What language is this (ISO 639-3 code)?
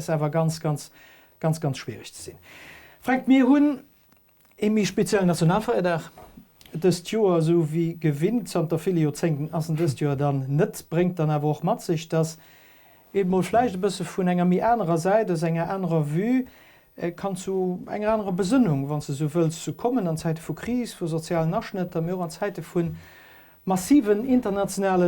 ltz